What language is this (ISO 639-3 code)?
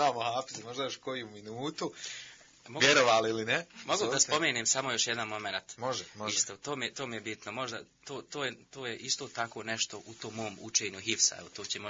bos